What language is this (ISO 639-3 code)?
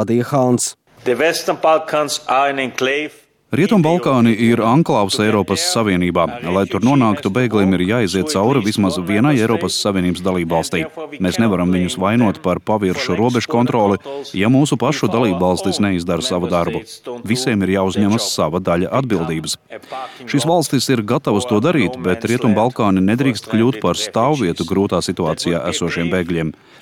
lav